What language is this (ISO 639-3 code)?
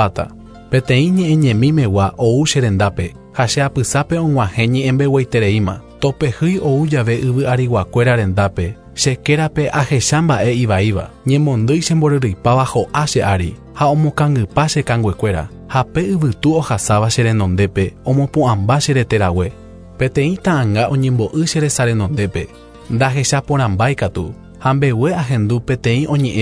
grn